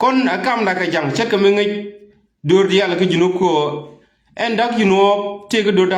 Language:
Nuer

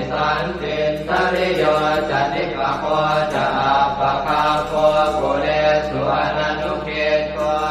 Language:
Pali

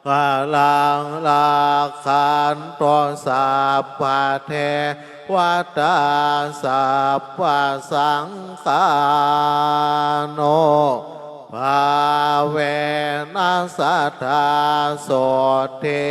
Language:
Pali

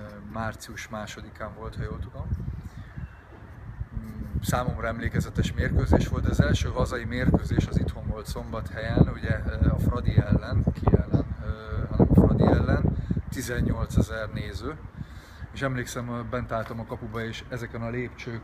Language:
Hungarian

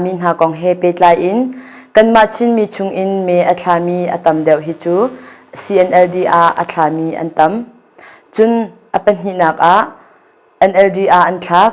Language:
Hakha Chin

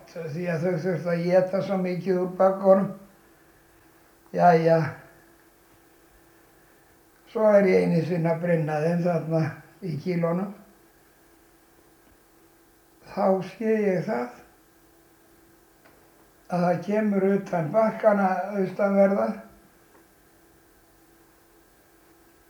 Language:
Icelandic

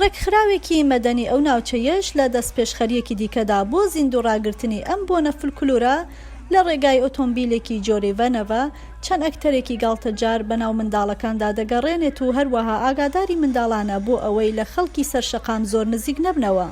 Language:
Central Kurdish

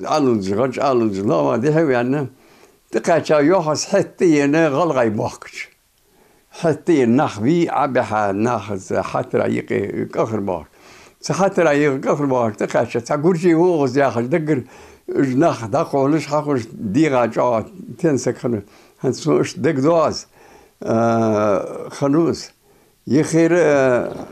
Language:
Ingush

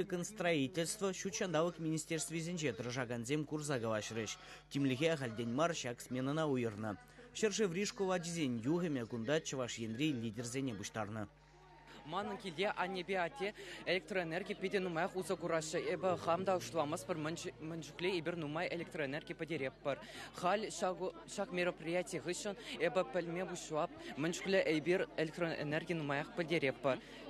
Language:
Chuvash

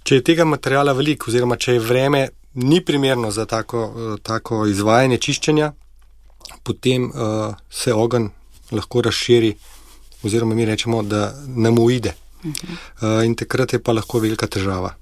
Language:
Slovenian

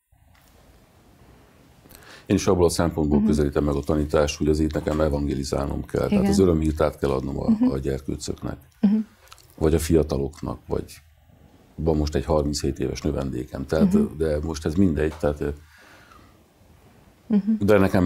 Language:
Hungarian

